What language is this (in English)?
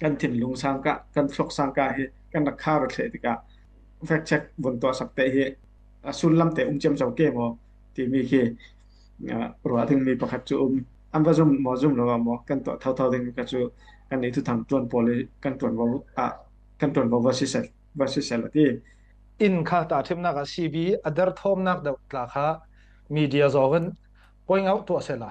Falam Chin